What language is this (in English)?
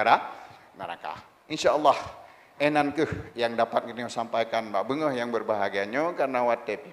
Achinese